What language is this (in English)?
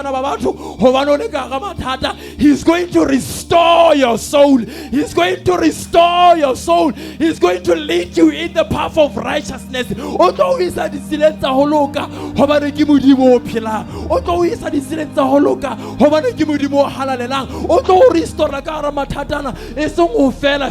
Southern Sotho